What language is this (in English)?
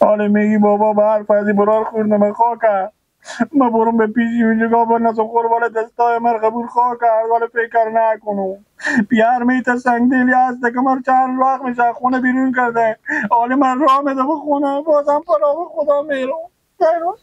Hazaragi